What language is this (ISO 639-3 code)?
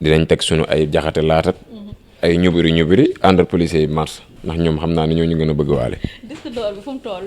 wol